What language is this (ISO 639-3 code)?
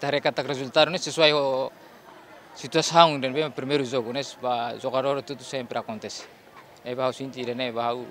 tet